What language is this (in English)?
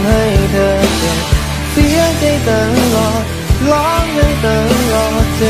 Thai